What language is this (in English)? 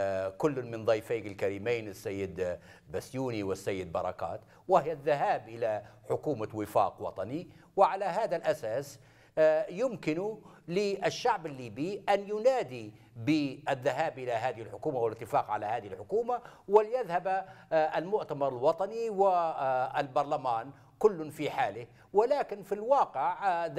Arabic